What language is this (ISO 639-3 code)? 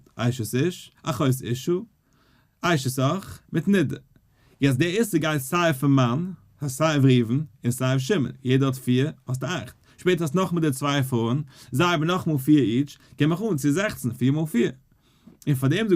yid